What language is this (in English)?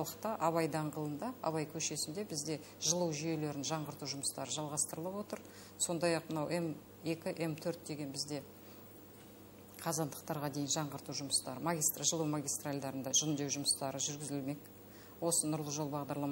Kazakh